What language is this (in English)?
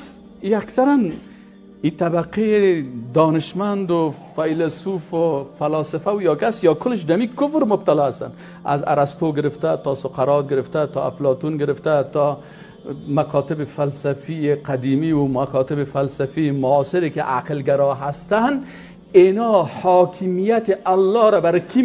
Persian